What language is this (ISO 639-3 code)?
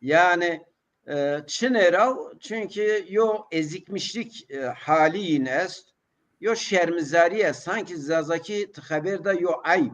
zza